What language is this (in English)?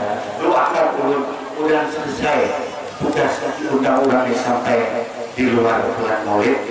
Banjar